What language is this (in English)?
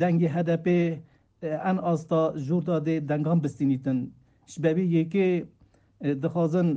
Kurdish